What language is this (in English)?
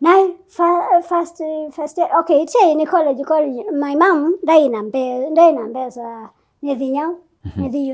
Kamba